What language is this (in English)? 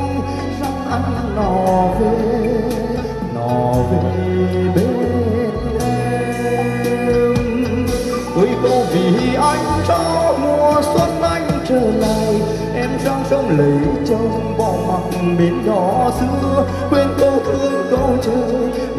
Vietnamese